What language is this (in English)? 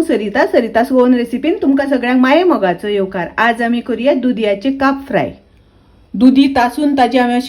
Konkani